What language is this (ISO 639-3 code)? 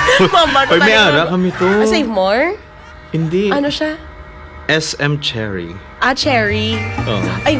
fil